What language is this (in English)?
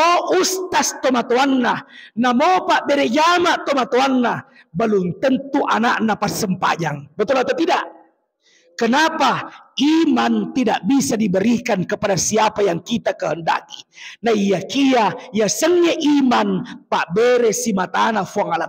Buginese